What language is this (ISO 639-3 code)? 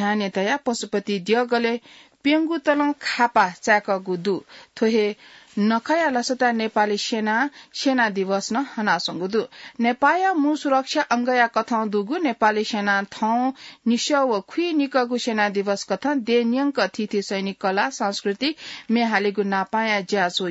new